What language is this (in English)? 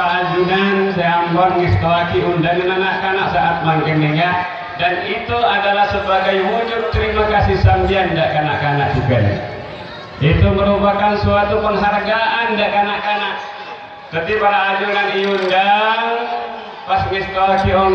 Madurese